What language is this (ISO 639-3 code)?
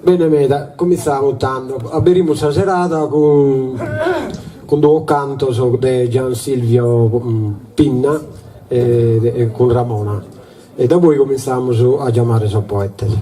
srd